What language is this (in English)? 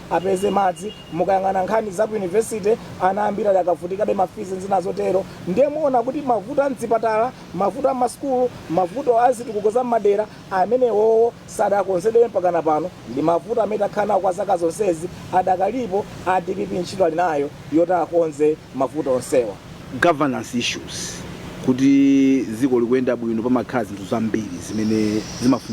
Nyanja